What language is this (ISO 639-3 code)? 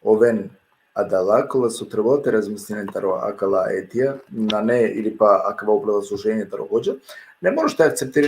rmn